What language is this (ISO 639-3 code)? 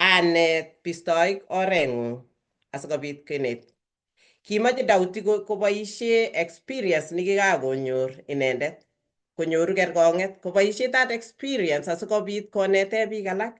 kln